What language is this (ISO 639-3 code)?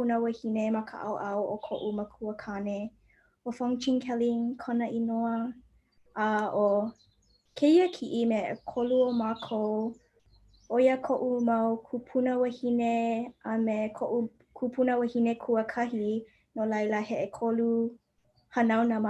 haw